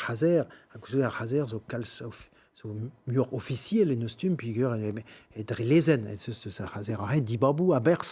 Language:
Breton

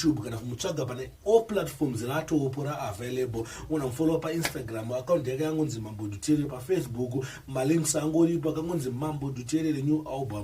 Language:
Shona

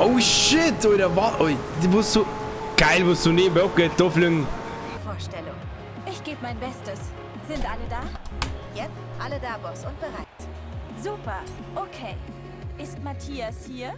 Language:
Bavarian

